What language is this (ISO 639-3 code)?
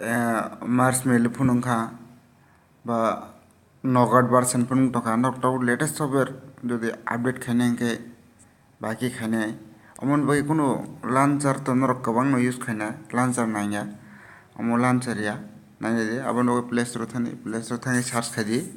trp